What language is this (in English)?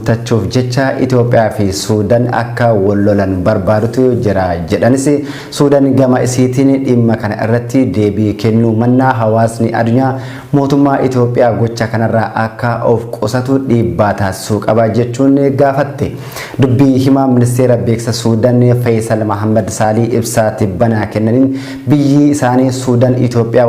Oromo